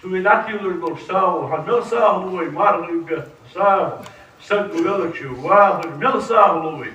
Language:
Ingush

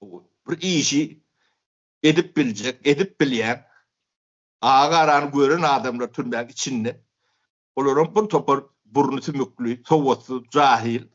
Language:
Turkmen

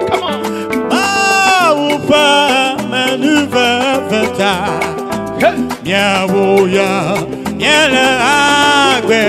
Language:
Ewe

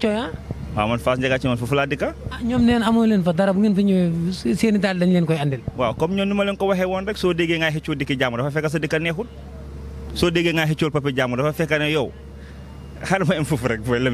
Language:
Wolof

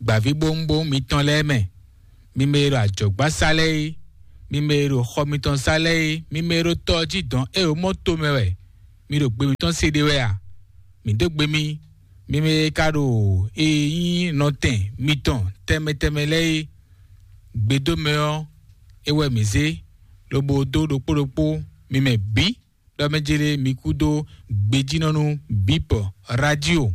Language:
Fon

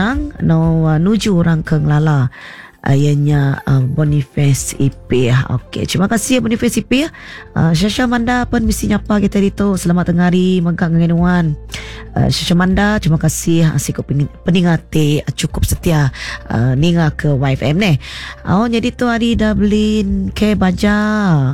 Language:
Iban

